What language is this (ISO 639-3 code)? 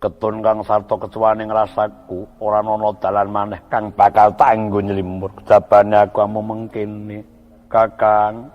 jav